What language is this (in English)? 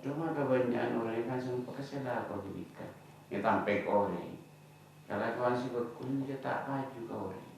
Madurese